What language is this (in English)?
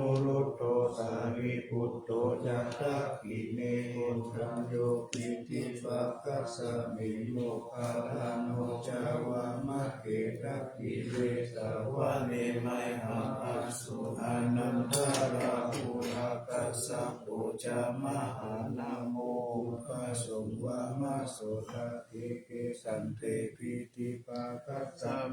Pali